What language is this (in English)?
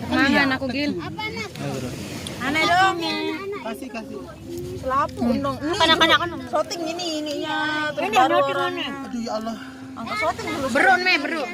Sasak